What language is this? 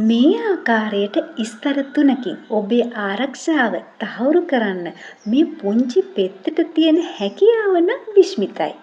Sinhala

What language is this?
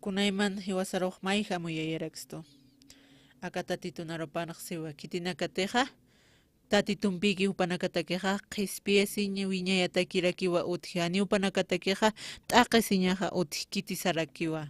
Aymara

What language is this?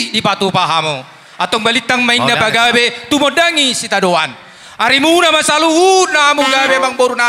Batak Toba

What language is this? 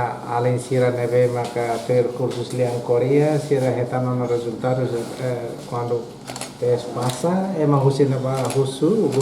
Tetum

